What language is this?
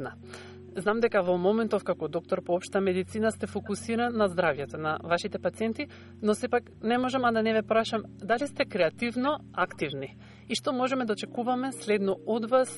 Macedonian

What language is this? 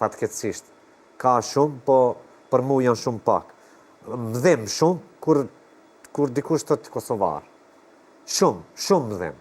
Albanian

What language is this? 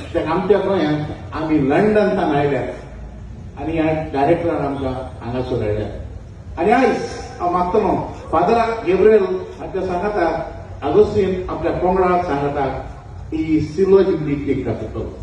Konkani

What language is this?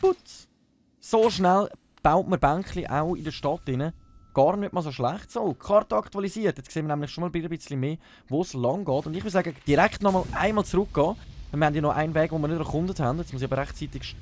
Swiss German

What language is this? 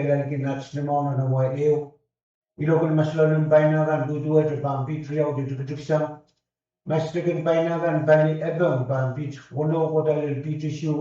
Pohnpeian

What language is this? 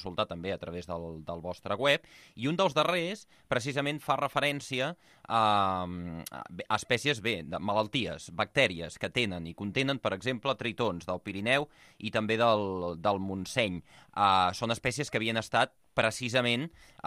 Catalan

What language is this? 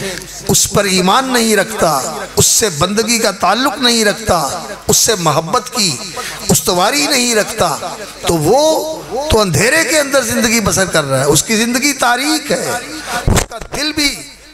Urdu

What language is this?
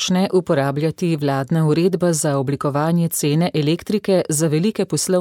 Slovenian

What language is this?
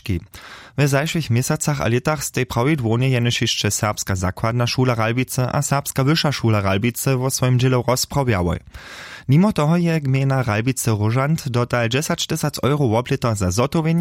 Upper Sorbian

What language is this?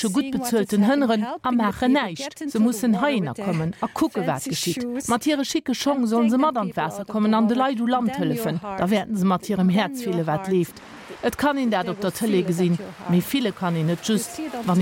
Luxembourgish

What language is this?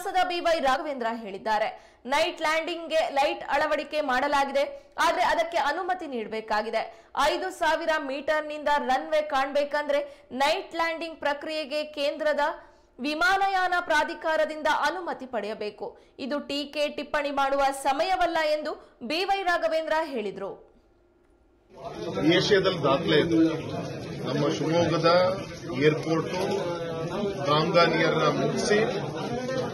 Kannada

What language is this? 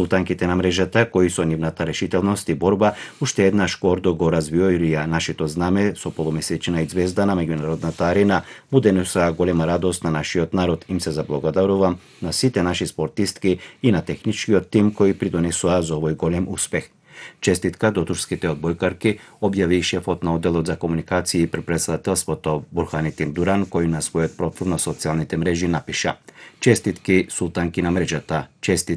Macedonian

